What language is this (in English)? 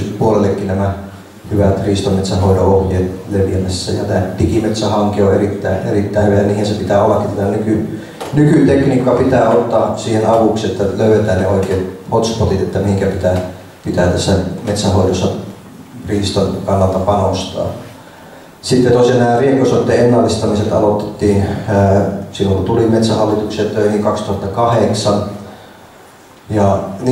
Finnish